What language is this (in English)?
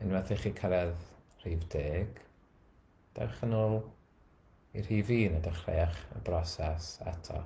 Welsh